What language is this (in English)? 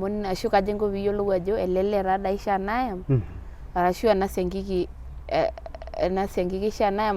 Masai